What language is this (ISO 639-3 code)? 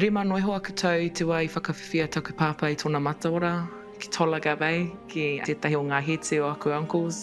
mri